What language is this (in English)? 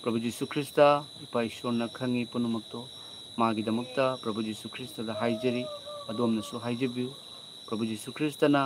Manipuri